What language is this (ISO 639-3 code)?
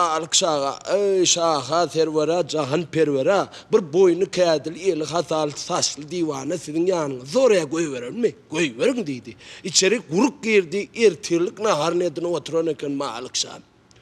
tuk